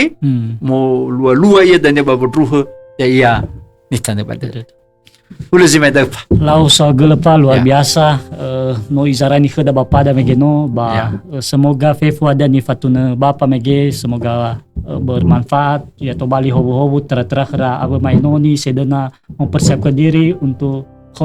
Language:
Nias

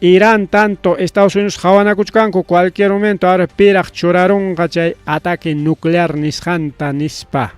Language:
Ayacucho Quechua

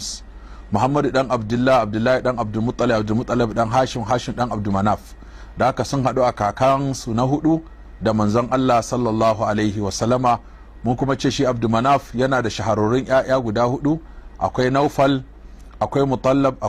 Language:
Hausa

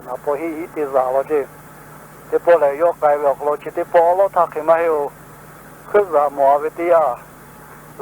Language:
Lahu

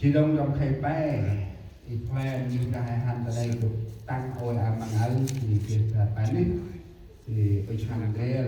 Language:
Central Mnong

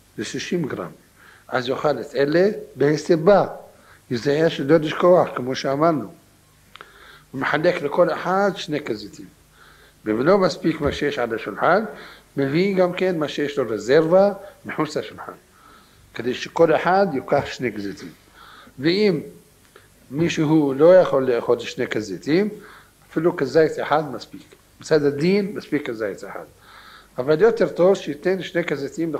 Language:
Hebrew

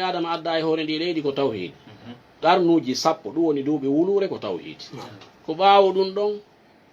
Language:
Fula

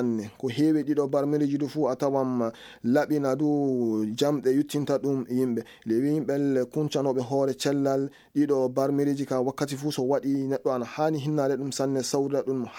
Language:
Maasina Fulfulde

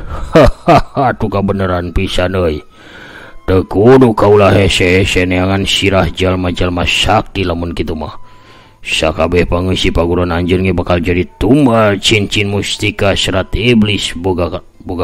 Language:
Sundanese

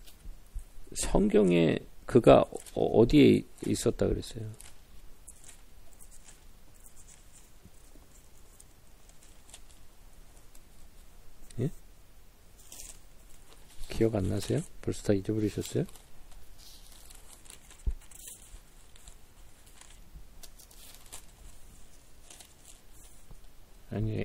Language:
Korean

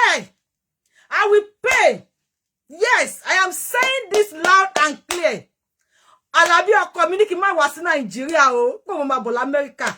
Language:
Yoruba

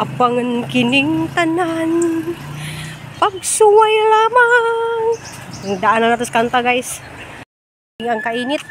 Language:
Cebuano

